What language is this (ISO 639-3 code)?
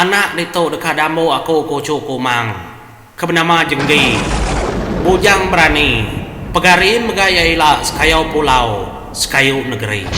iba